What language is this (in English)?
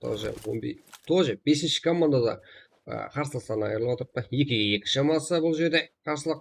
Kara-Kalpak